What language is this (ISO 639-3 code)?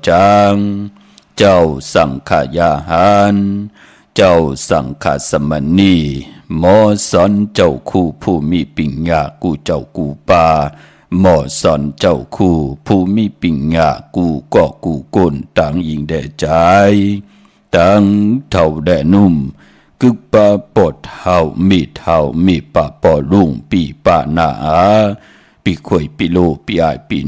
shn